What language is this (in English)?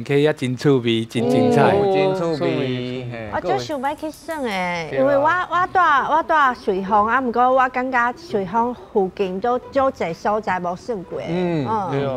Min Nan Chinese